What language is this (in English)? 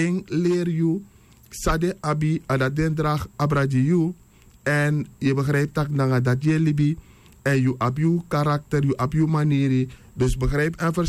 Sranan Tongo